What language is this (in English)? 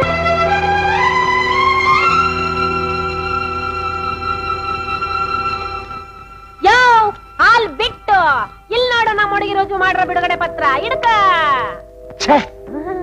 Kannada